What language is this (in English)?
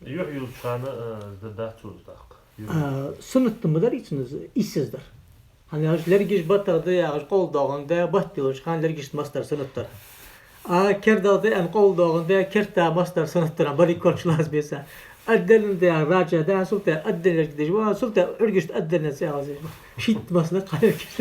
Ingush